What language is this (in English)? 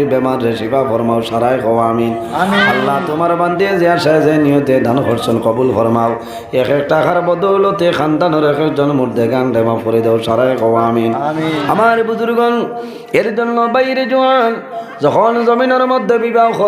Sylheti